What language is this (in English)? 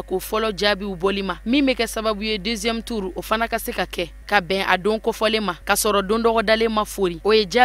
Bambara